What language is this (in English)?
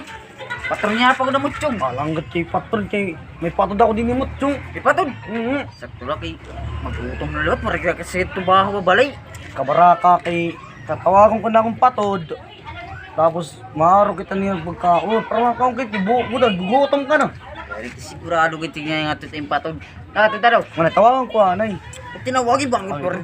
Waray